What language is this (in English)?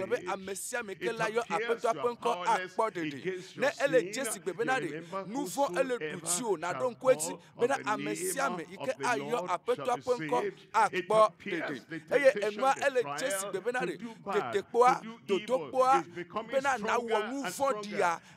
Ewe